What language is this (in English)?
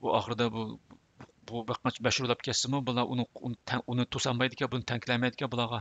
Uyghur